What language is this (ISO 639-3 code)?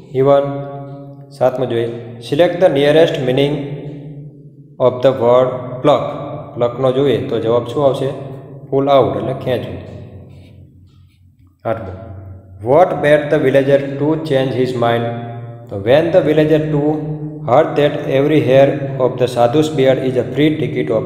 guj